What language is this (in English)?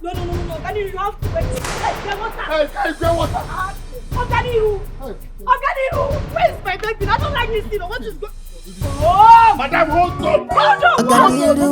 Nigerian Pidgin